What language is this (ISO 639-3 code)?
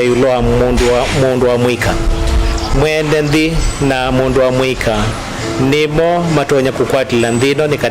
kam